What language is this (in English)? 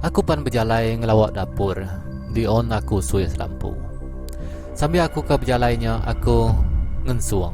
Iban